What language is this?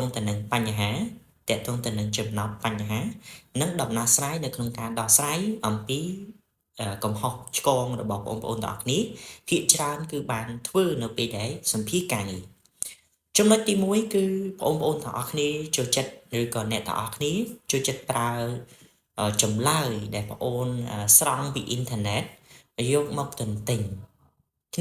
Khmer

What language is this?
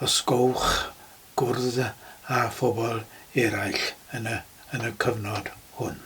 Welsh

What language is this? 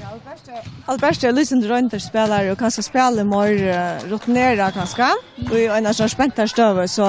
Faroese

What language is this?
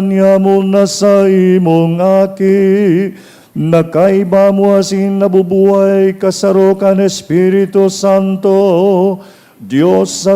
Bikol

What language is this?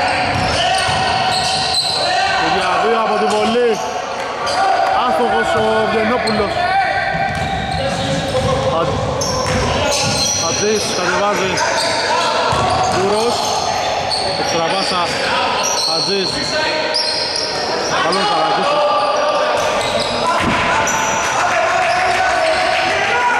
Greek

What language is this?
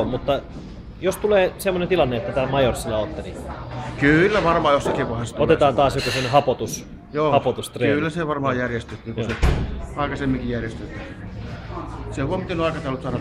Finnish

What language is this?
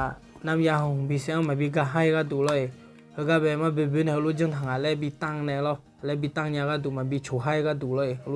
Akha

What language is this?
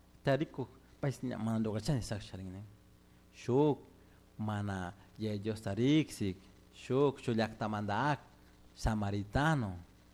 Chimborazo Highland Quichua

